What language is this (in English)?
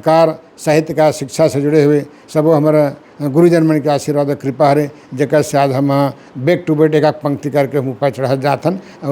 Chhattisgarhi